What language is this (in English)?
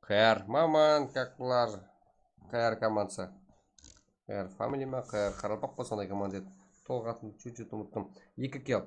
Kara-Kalpak